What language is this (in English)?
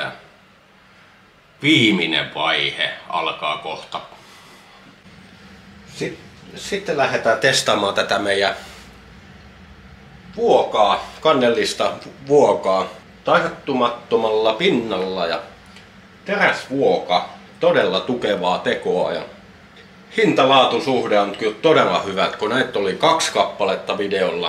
Finnish